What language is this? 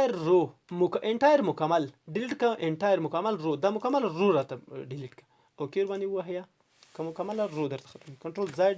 Pashto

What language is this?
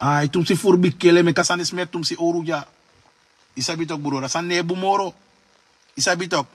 Sranan Tongo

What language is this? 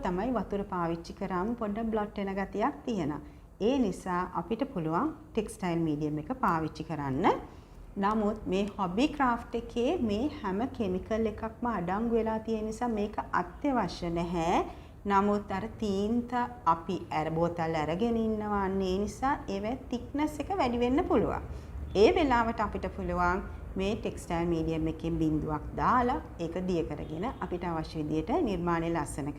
Sinhala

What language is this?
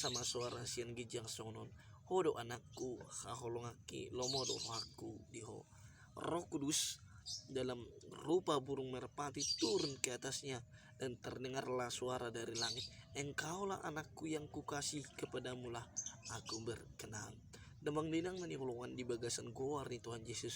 Batak Toba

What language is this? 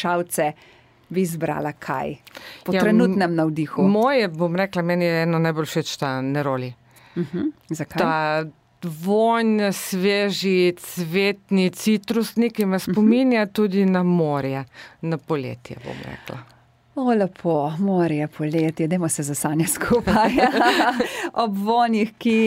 Slovenian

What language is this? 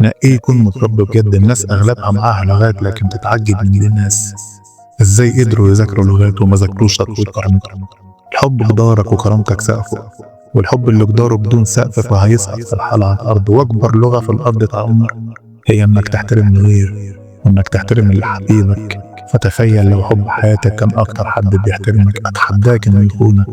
Egyptian Arabic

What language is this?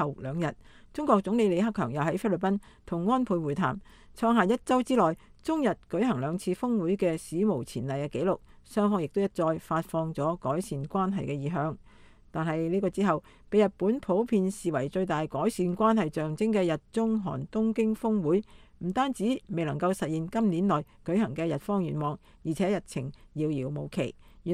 Cantonese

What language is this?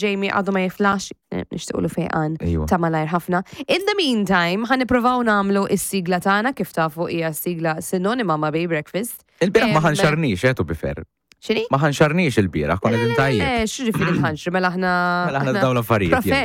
Maltese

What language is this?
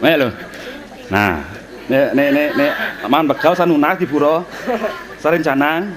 Balinese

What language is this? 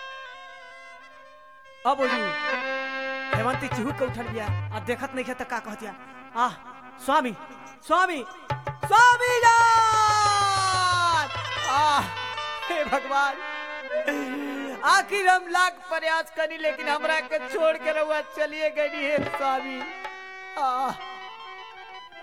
Bhojpuri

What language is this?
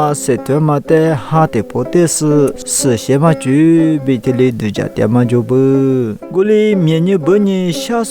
Lisu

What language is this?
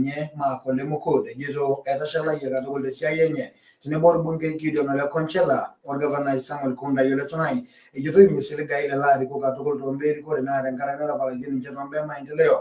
Masai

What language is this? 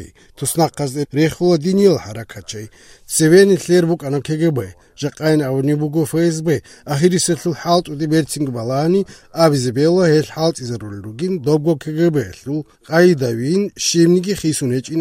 Avaric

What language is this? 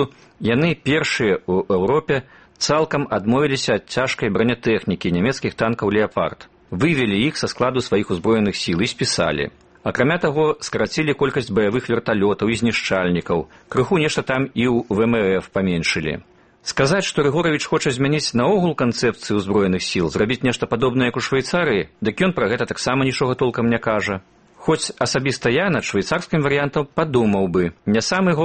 Belarusian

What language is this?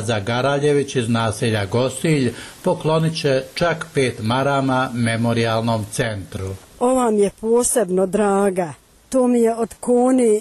Bosnian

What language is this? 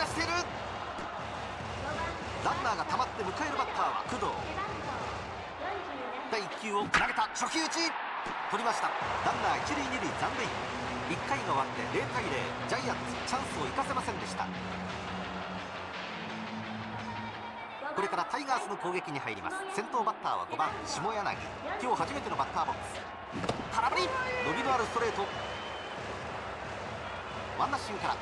Japanese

